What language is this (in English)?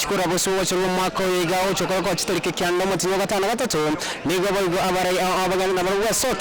Gusii